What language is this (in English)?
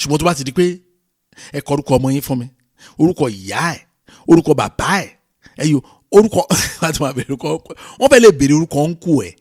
Yoruba